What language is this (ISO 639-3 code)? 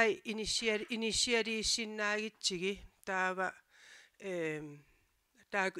kal